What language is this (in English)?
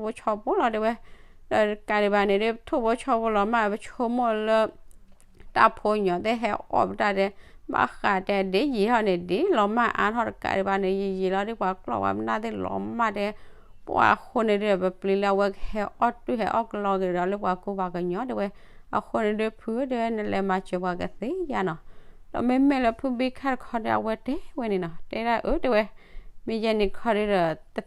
S'gaw Karen